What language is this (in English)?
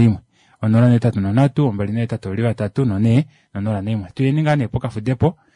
Kuanyama